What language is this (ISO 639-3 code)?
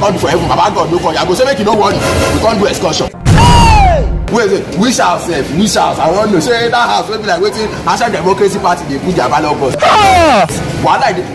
pcm